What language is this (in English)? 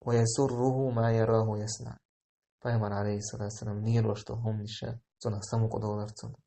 Chechen